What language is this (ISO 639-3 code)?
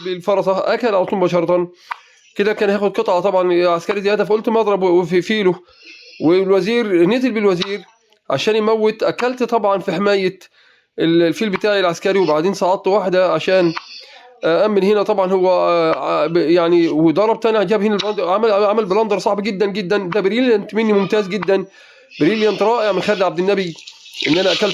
arz